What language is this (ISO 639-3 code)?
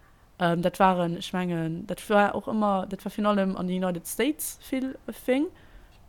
ltz